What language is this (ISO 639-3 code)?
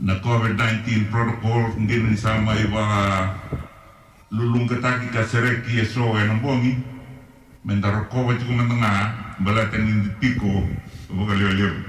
fij